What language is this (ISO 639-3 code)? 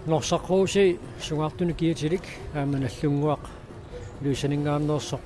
kal